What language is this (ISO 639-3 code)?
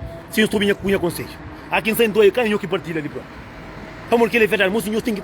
kea